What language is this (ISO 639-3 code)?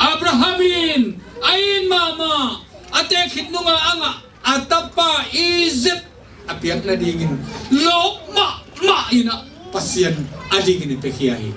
ctd